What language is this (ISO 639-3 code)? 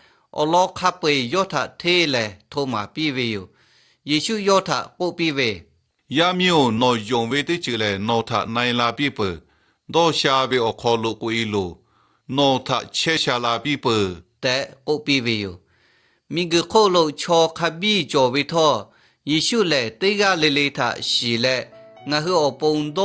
lhu